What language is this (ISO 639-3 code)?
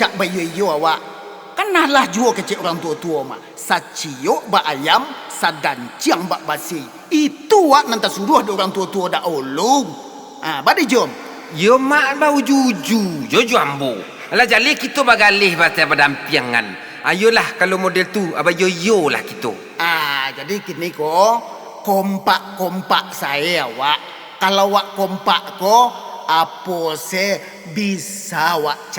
min